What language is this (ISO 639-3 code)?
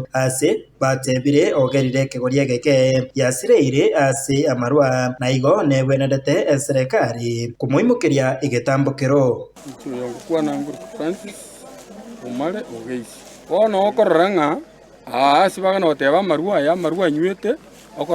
guz